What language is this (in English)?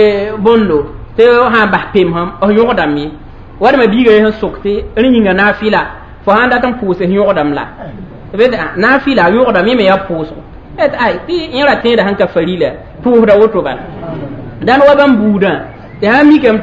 Mossi